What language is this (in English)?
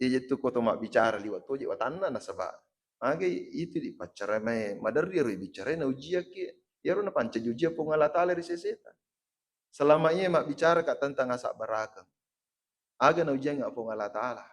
Buginese